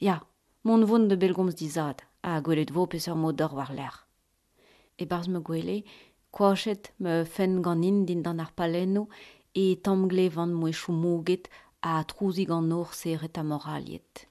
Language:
Breton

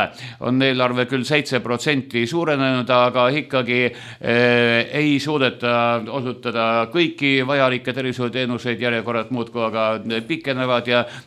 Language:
Estonian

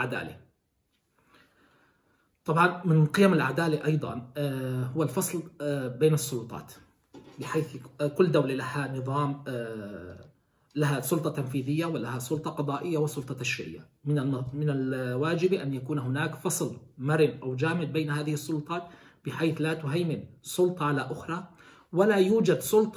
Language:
Arabic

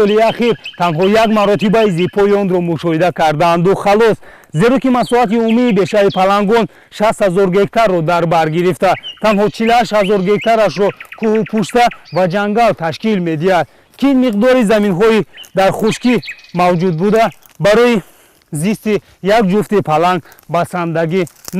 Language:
Tajik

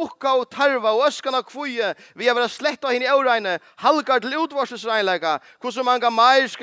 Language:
Faroese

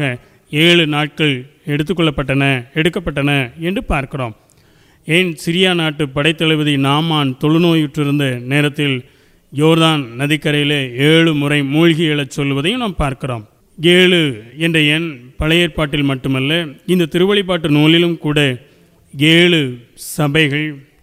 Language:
Tamil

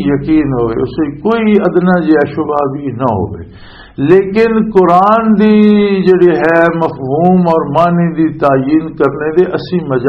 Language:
Western Panjabi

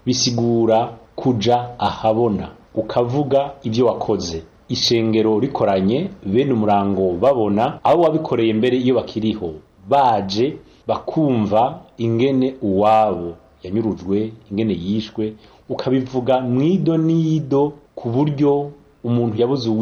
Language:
Rundi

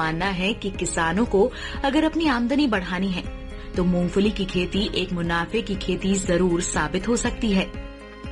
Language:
Hindi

